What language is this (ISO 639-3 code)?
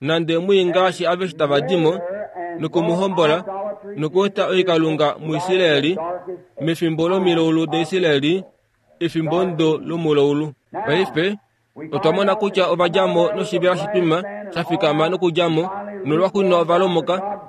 kua